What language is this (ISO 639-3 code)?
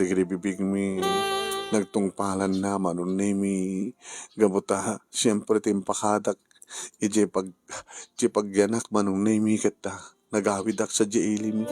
ilo